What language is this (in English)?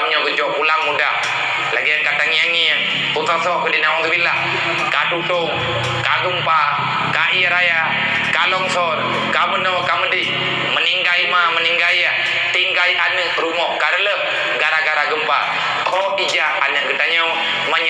Achinese